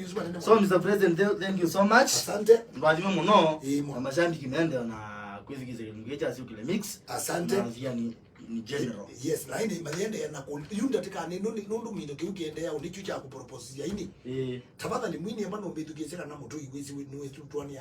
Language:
Kamba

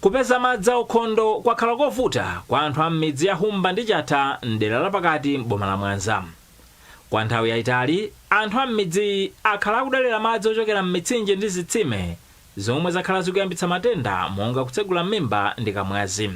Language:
Nyanja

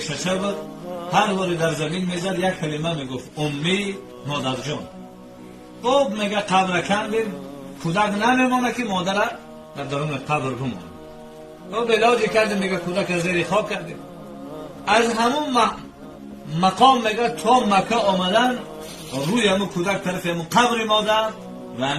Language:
Tajik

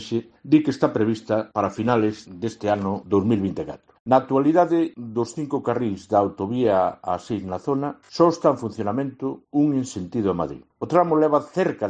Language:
Galician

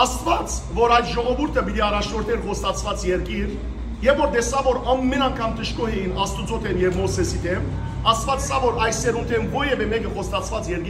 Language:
Western Armenian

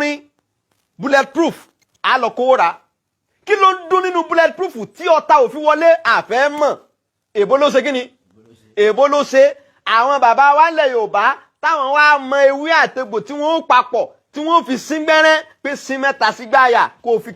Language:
Yoruba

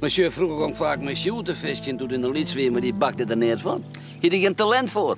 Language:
Western Frisian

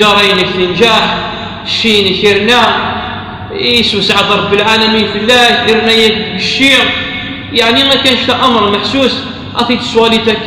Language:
Kabyle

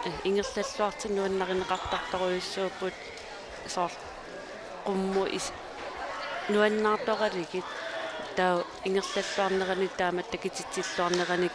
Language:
Kalaallisut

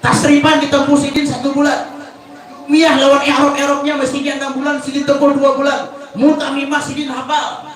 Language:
Banjar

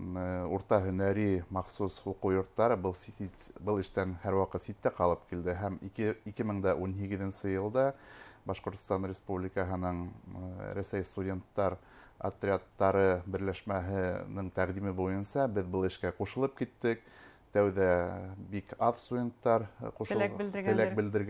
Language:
Bashkir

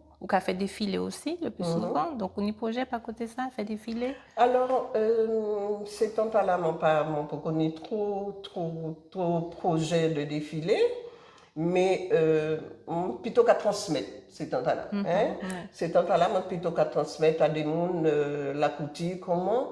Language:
Guadeloupean Creole French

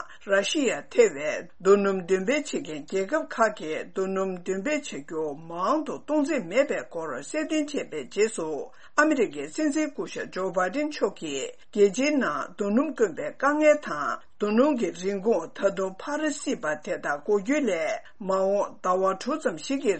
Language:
Tibetan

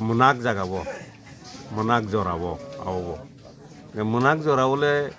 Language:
Kok Borok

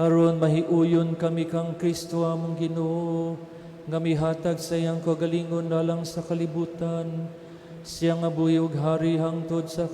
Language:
Cebuano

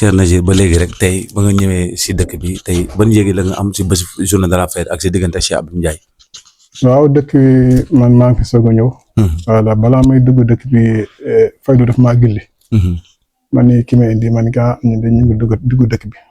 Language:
Wolof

